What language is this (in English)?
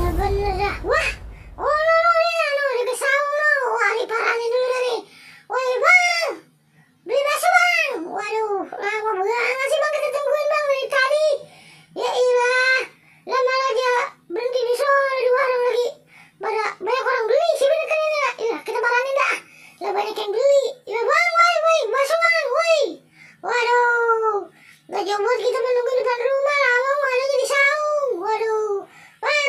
Betawi